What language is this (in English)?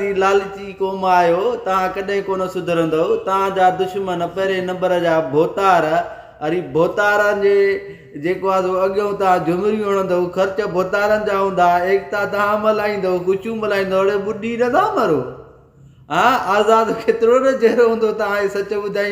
Sindhi